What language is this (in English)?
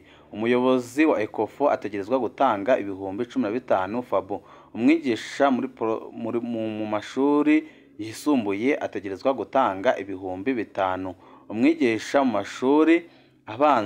Rundi